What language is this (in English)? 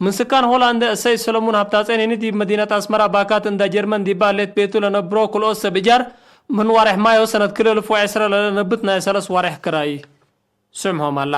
Tigre